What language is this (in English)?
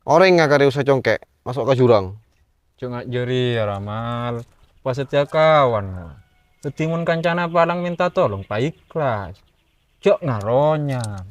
Madurese